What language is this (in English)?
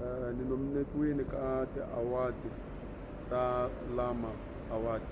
Tsonga